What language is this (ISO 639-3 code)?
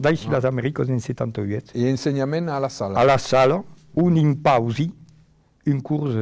oci